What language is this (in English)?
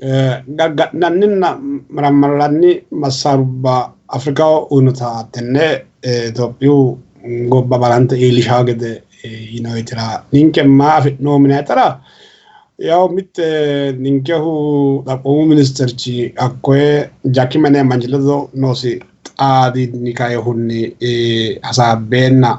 Sidamo